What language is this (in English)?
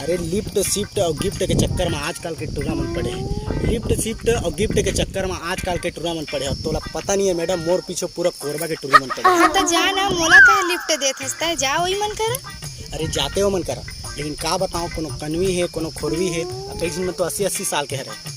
Chhattisgarhi